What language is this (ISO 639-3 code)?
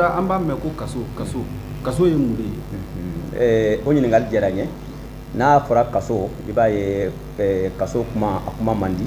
bam